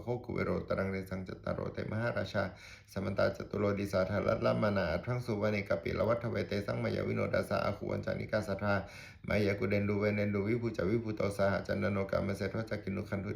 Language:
Pali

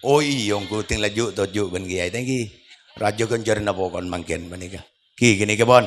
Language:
Madurese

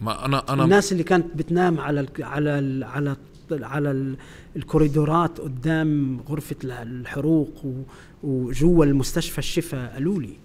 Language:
North Levantine Arabic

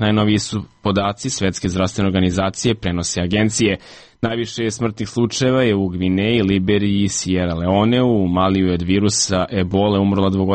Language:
Serbian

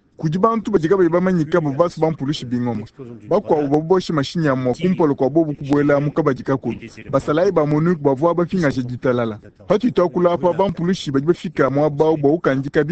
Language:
Luba-Lulua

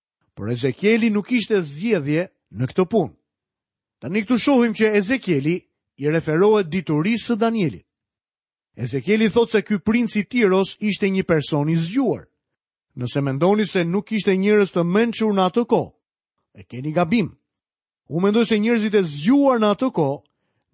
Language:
Albanian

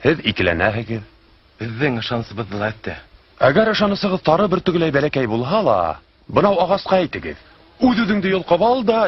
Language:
Bashkir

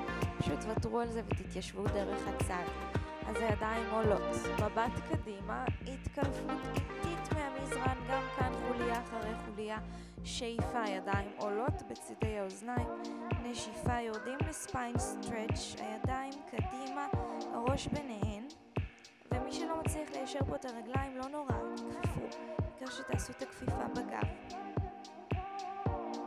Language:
Hebrew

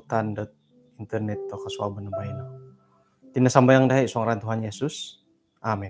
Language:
Central Dusun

